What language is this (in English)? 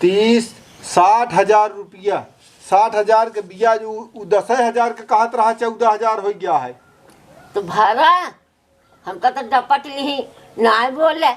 Awadhi